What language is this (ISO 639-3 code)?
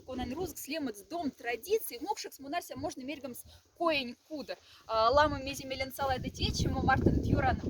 mdf